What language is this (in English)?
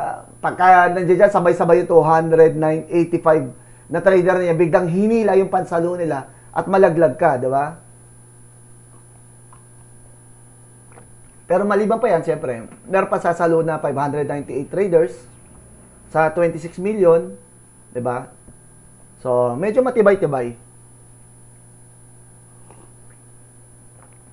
Filipino